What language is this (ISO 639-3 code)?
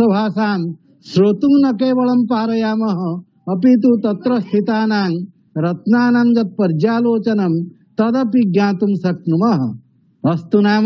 san